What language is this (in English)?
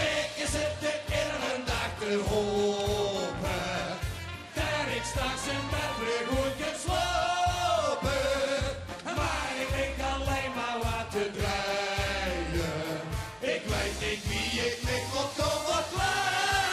Limburgish